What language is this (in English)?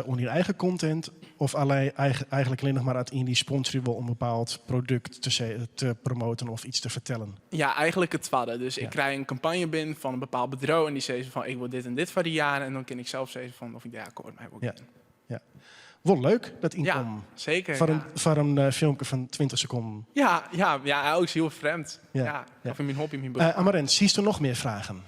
Western Frisian